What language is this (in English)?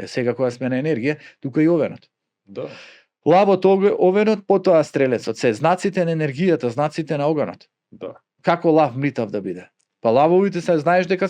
Macedonian